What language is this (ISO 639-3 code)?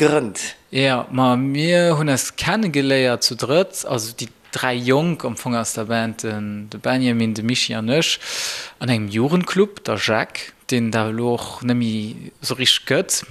ltz